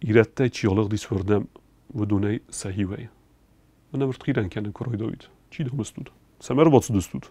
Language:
Ossetic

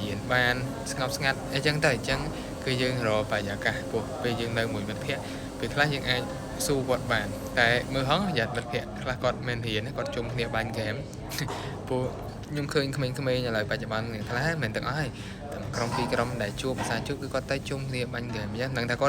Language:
Khmer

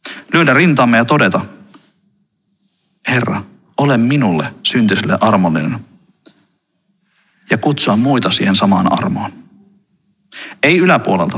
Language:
Finnish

